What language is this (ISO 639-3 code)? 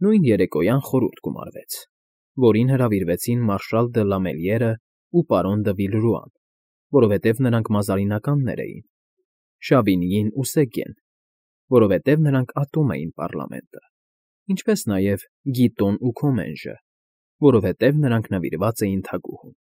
hye